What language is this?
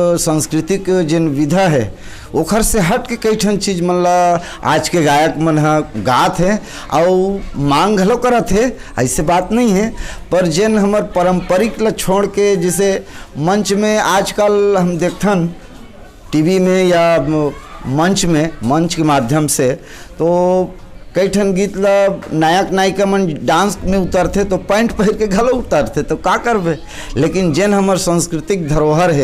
Chhattisgarhi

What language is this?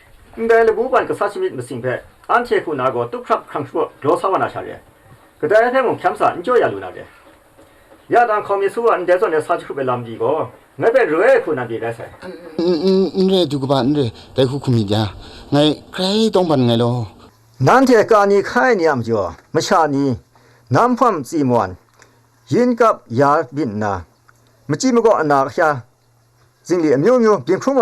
Kachin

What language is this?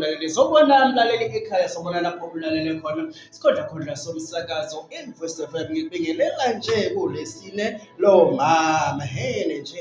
Zulu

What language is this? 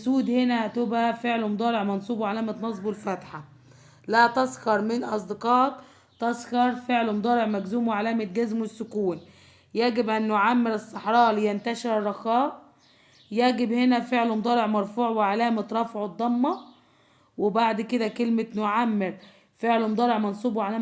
Egyptian Arabic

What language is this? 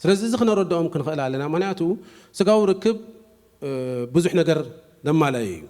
Tigrinya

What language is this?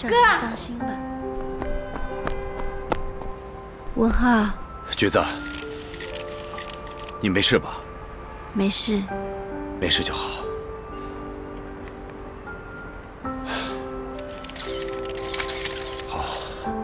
Chinese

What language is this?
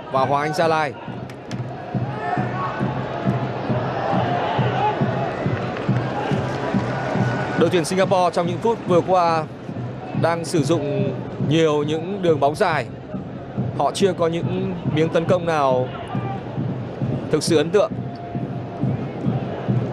Vietnamese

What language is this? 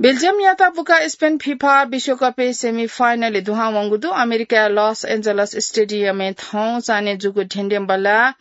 Newari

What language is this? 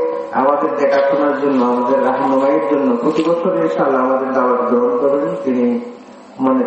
Bangla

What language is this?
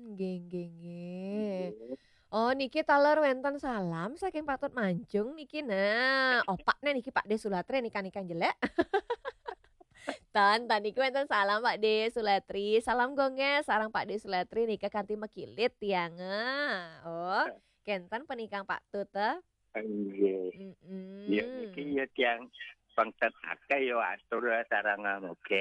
Balinese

